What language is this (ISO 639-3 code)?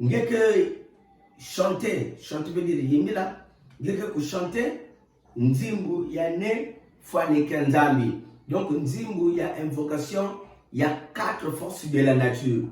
ktu